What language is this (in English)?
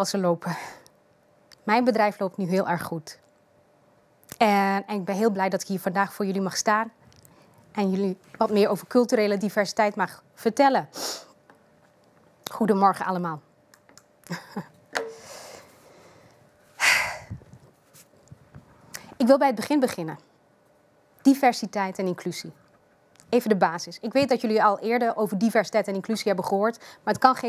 Dutch